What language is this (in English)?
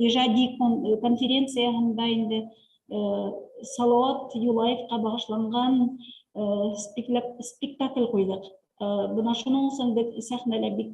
Bashkir